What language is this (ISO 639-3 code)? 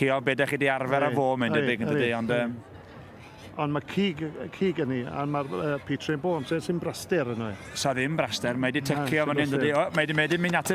cym